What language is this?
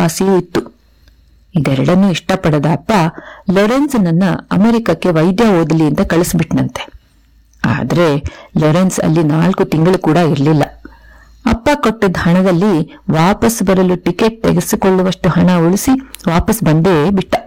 Kannada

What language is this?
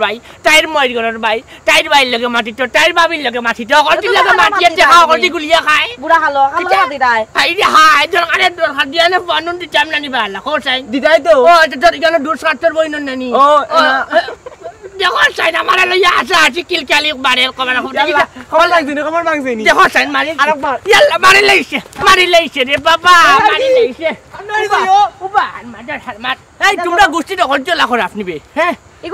Sylheti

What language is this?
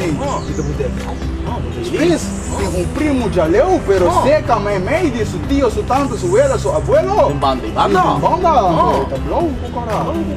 Papiamento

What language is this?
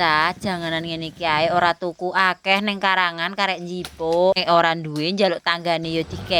Javanese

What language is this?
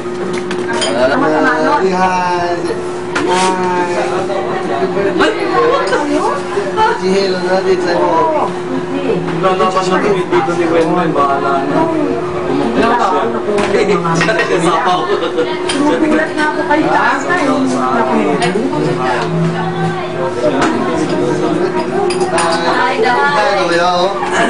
Filipino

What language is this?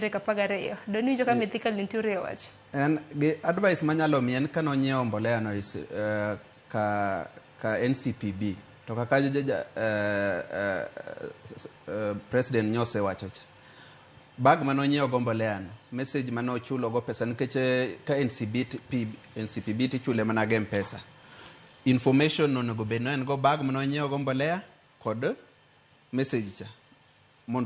Luo (Kenya and Tanzania)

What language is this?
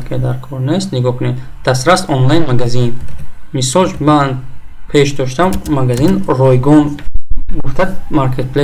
Tajik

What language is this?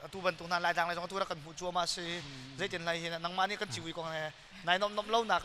Hakha Chin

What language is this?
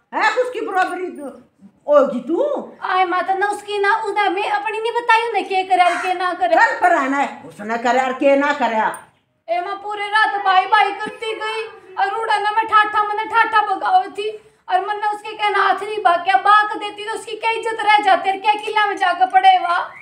Haryanvi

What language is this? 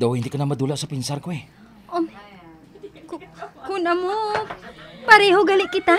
Hiligaynon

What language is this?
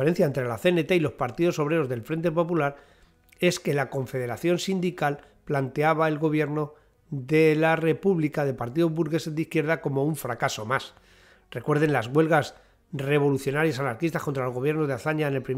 Spanish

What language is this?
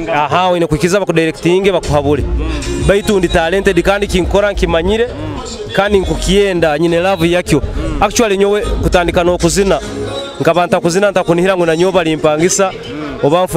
Nyoro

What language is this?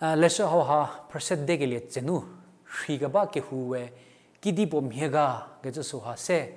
Angami Naga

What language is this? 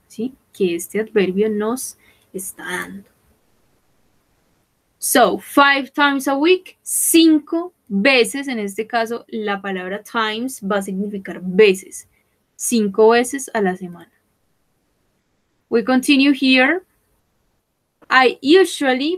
Spanish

